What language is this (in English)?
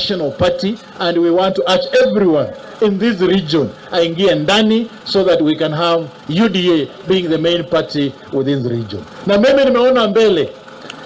Gusii